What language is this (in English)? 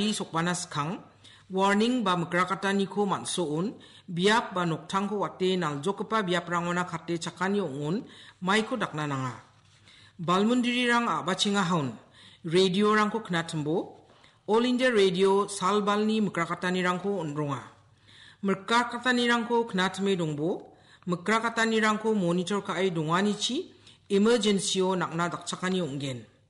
Garo